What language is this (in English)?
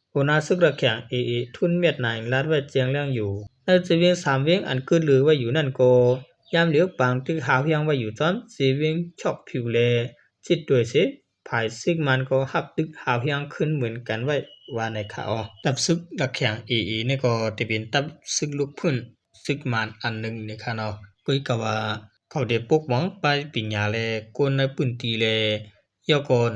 Shan